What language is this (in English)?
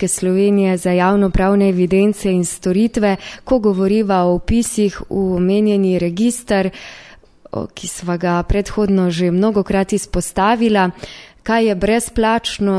Slovenian